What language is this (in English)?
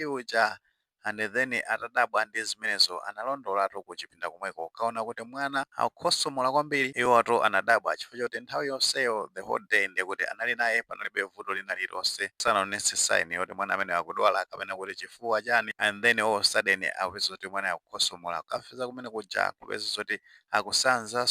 Nyanja